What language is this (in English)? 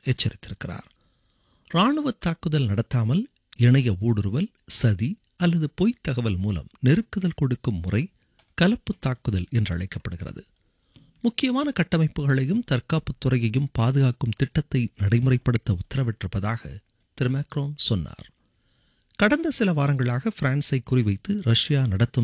Tamil